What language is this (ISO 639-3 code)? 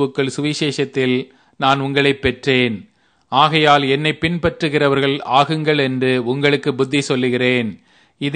tam